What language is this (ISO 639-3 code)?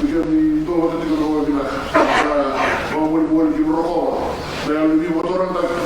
fij